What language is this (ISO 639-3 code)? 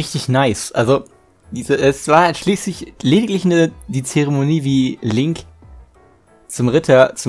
deu